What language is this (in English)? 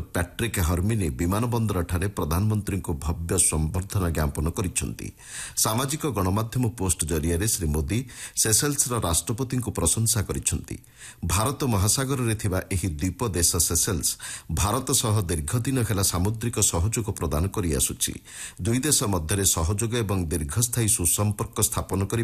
Odia